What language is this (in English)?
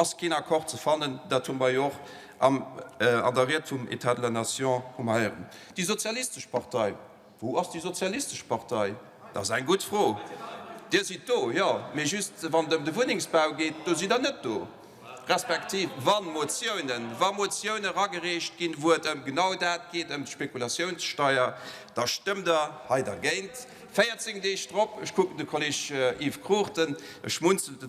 Luxembourgish